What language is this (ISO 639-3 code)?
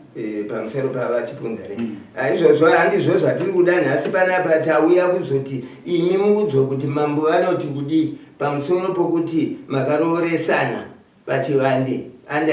sna